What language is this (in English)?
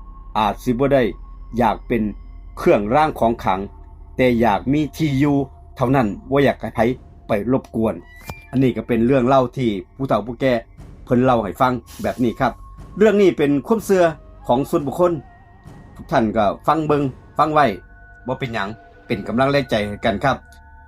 Northeastern Thai